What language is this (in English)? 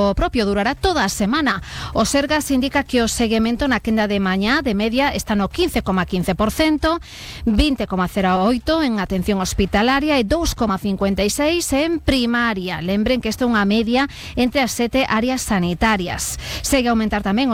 Galician